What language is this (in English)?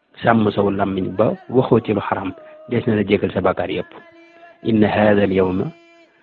Wolof